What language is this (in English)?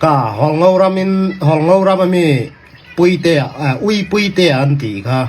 Falam Chin